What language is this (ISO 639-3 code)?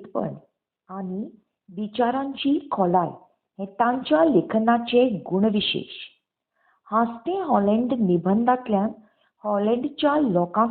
kok